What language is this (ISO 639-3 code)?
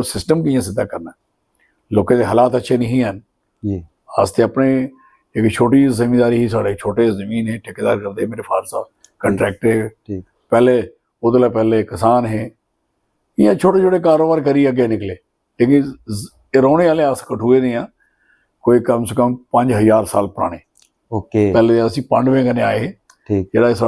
doi